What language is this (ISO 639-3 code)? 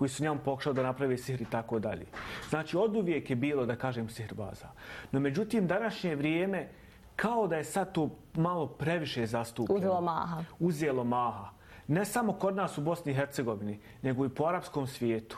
bos